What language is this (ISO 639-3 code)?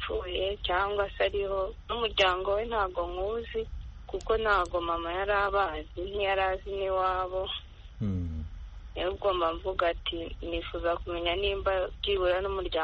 kin